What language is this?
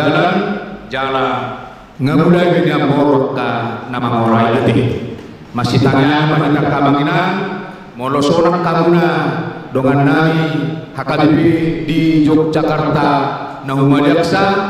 Batak Toba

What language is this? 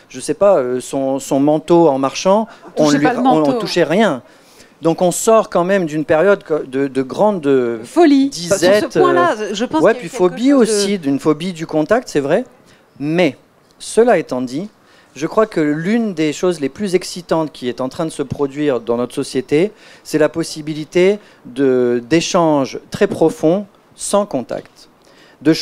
French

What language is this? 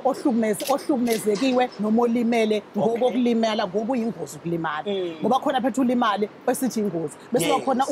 Zulu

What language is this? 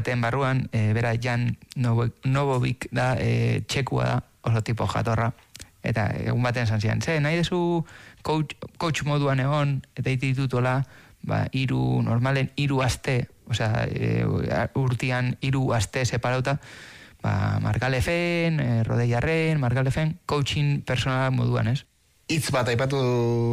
Basque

